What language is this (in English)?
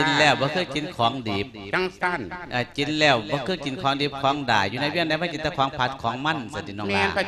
Lao